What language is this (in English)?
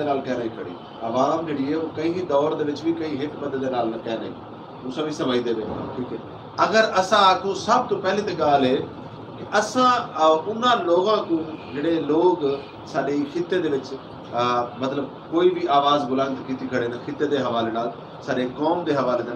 Saraiki